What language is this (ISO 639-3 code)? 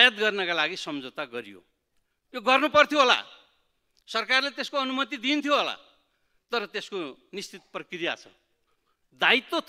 nep